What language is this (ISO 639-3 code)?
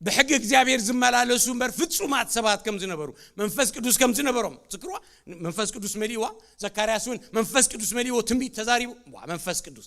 tir